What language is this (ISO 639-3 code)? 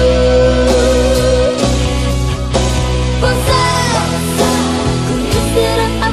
ind